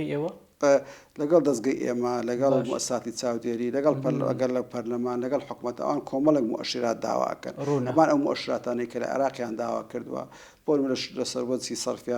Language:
Central Kurdish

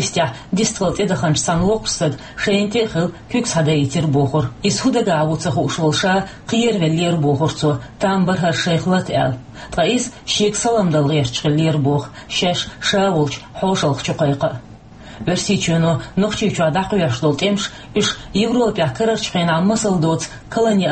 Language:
Chechen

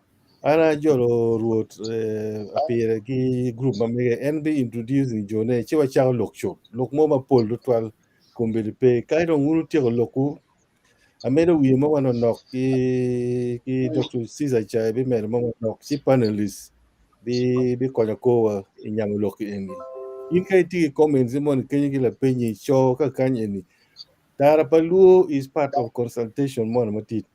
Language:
Acoli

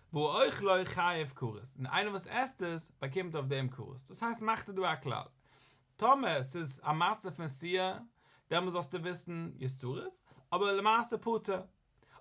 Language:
Yiddish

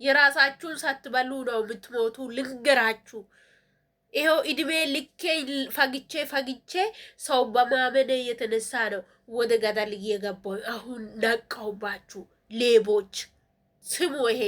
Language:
Amharic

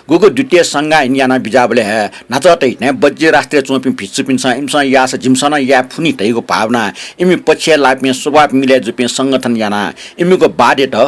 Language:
Newari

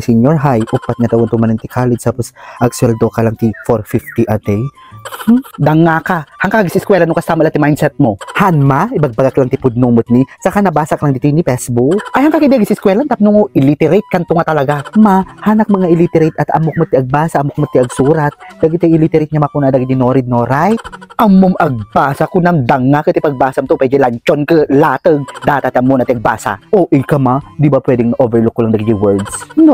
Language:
Iloko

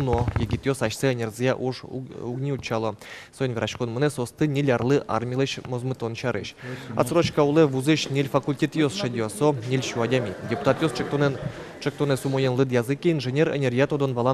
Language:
Udmurt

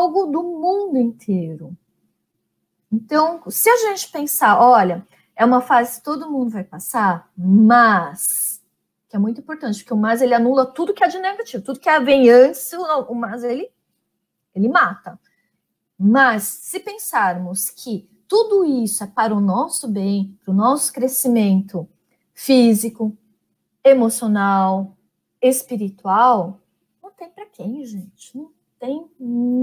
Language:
Portuguese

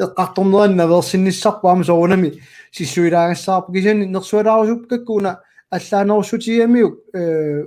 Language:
Kalaallisut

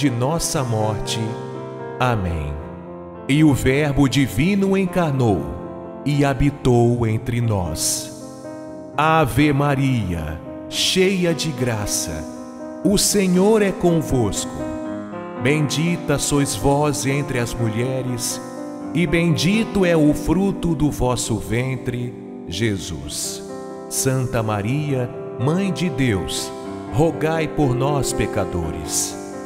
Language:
Portuguese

